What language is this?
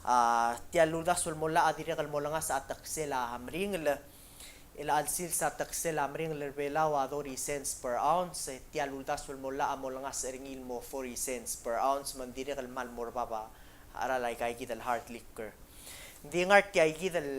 Palauan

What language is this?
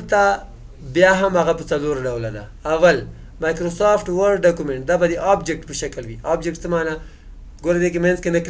Pashto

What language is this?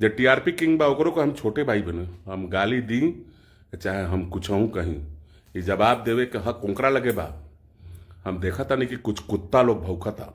Bhojpuri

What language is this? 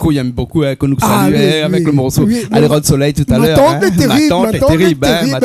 Réunion Creole French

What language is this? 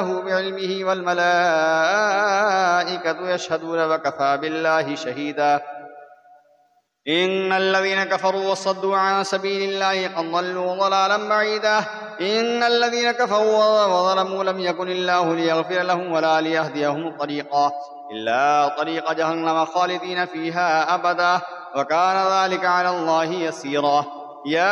Arabic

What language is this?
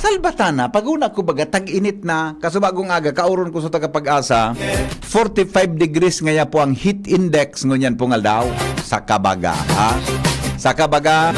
Bikol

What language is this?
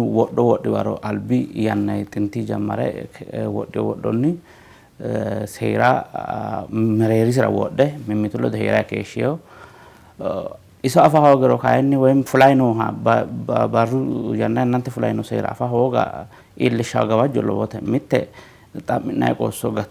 Sidamo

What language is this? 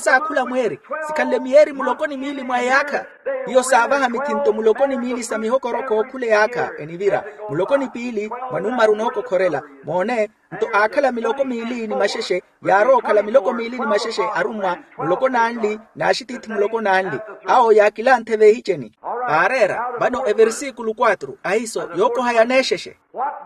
Makhuwa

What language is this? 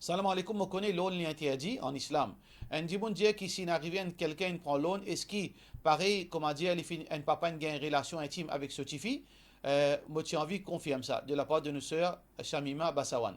Morisyen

